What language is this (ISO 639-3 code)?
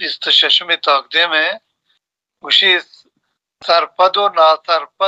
bal